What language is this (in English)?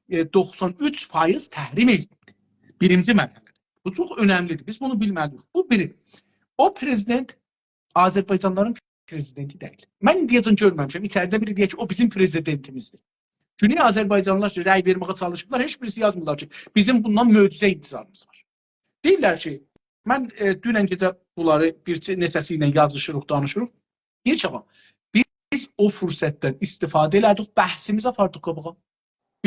South Azerbaijani